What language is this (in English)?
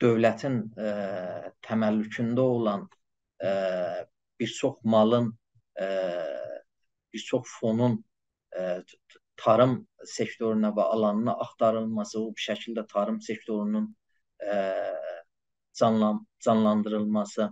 South Azerbaijani